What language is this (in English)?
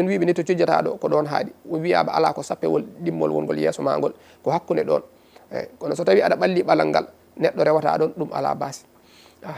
Fula